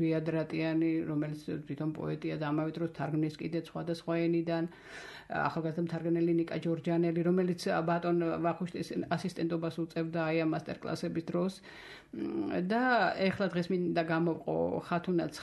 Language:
Georgian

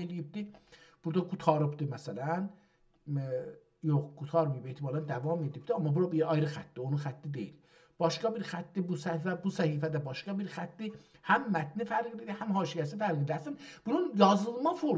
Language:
South Azerbaijani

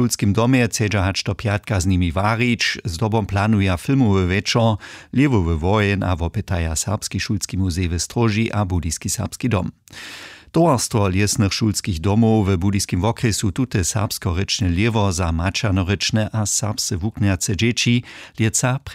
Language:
Upper Sorbian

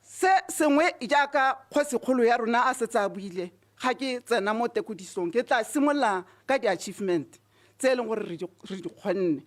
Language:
Tswana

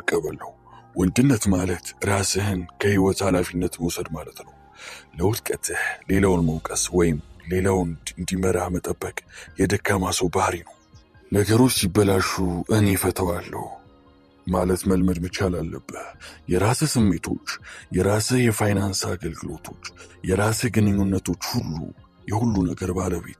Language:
Amharic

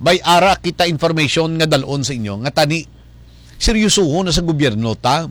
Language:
Hiligaynon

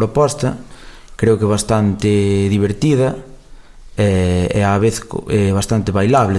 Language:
Galician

